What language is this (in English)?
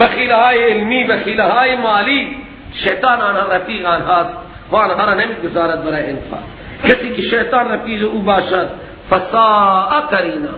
Persian